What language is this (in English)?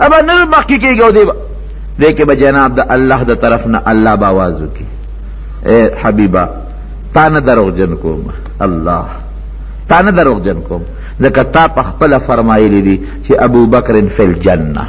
Pashto